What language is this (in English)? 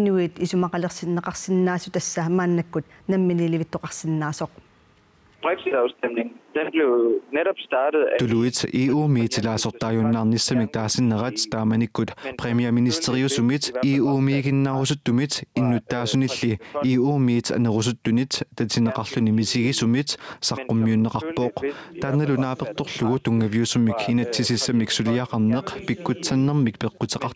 Kalaallisut